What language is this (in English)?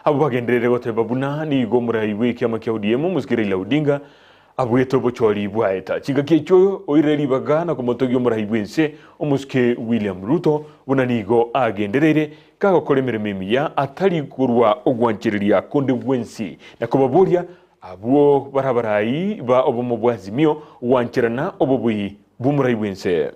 Gusii